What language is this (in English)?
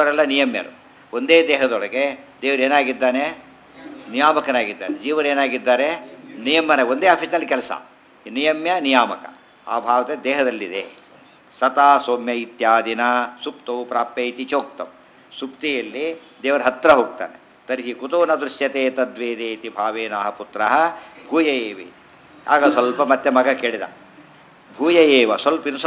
Kannada